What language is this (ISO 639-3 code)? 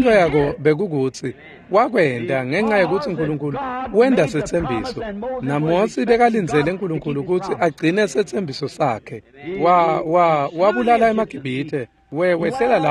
ssw